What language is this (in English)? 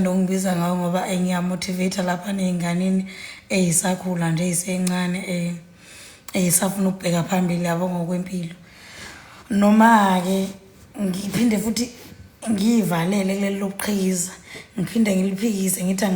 Zulu